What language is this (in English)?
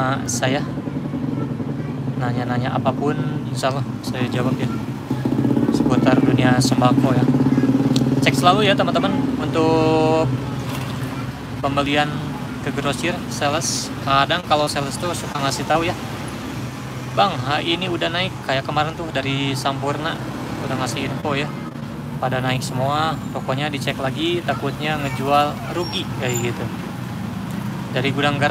Indonesian